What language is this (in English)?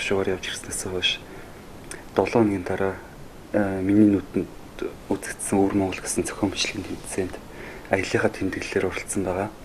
Mongolian